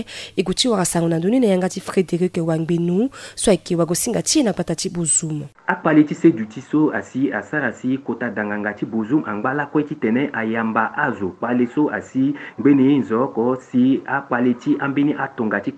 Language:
Sango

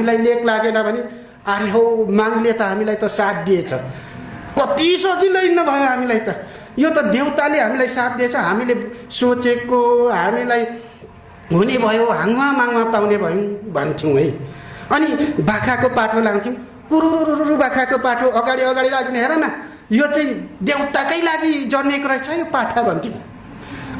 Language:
Nepali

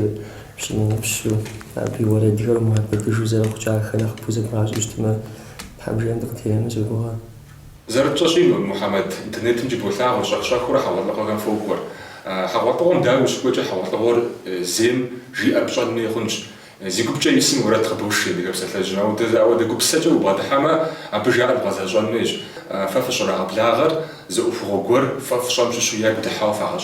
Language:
Kabardian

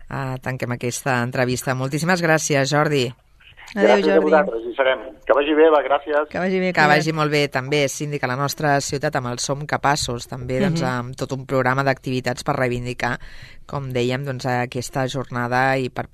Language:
Catalan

